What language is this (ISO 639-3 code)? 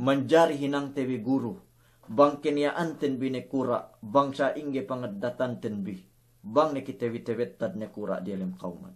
yka